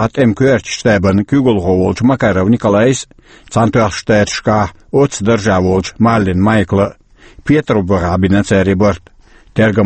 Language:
Chechen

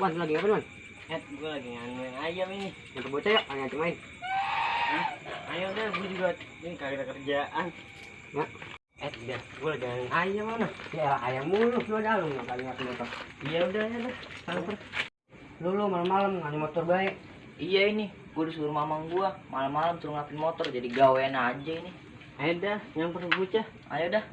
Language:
Betawi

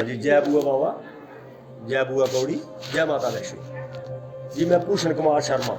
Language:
Dogri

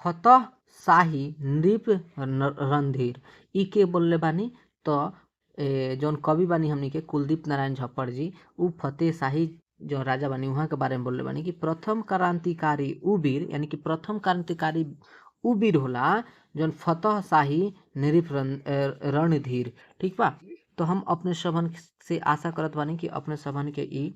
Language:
Bhojpuri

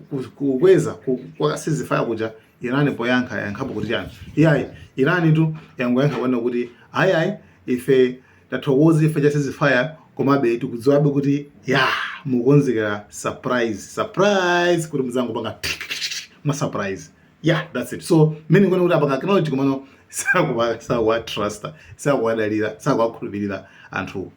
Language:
Nyanja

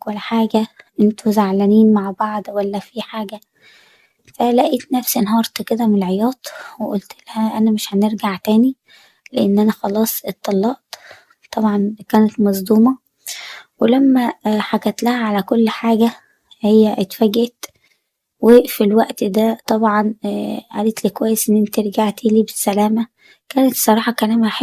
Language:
Egyptian Arabic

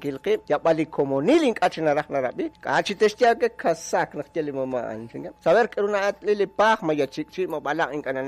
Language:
Kekchí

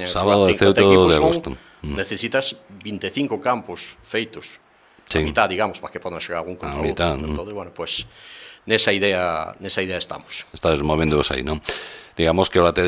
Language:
Galician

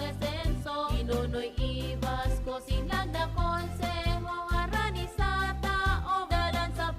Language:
Bikol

